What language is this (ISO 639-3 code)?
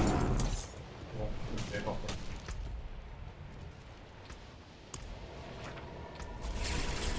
fra